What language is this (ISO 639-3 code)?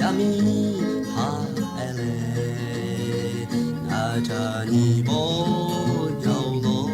lhu